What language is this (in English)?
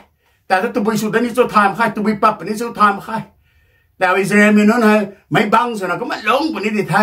Rongmei Naga